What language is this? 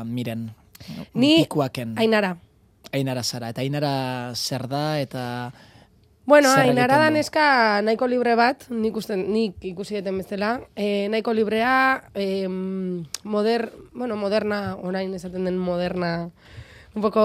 Basque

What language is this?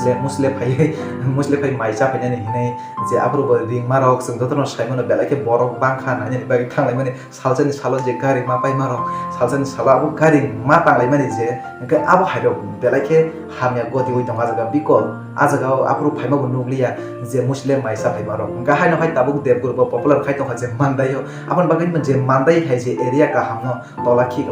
Kok Borok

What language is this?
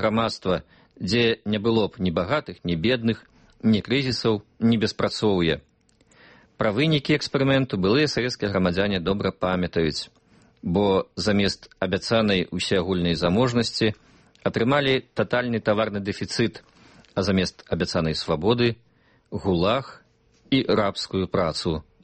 Belarusian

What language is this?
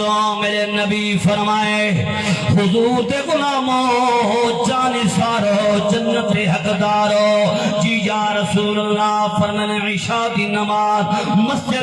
Saraiki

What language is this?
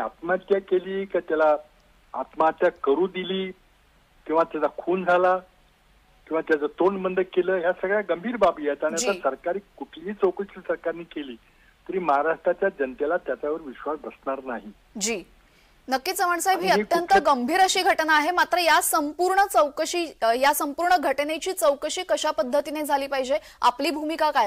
Marathi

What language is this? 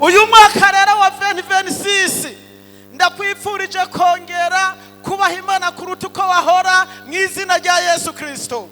Rundi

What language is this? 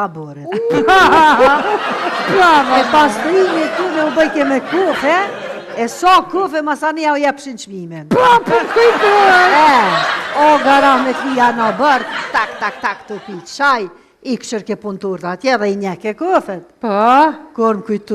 Albanian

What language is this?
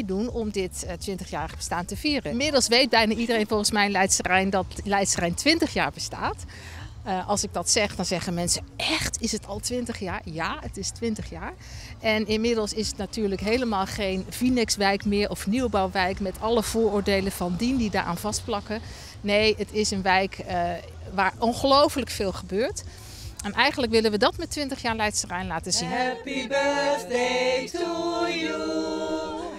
Dutch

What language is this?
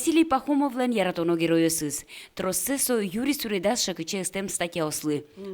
Udmurt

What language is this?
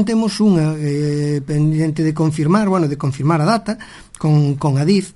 Galician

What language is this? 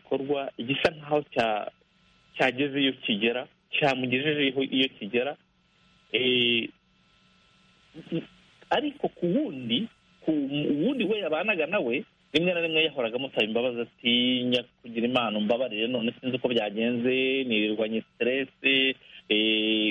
Kinyarwanda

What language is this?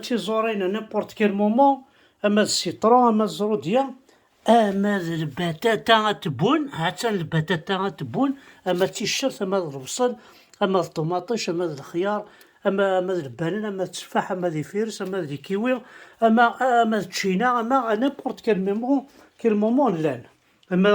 Kabyle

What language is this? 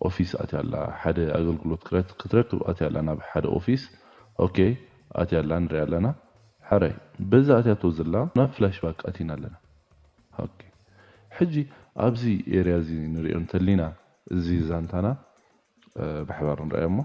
Tigrinya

